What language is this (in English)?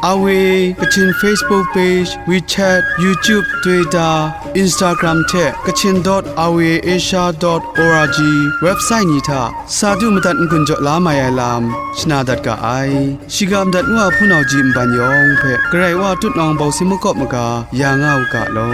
Kachin